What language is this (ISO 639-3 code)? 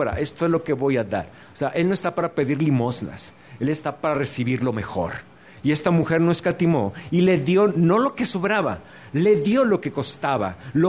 spa